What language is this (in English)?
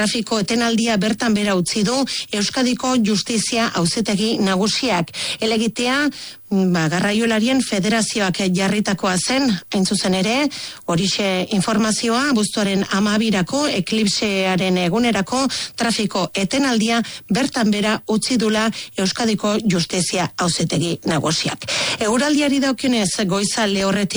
Basque